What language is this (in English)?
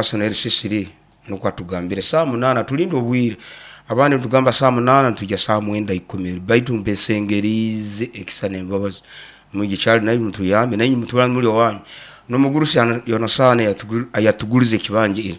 Nyoro